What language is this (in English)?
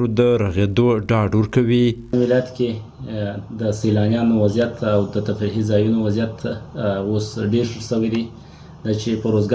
Pashto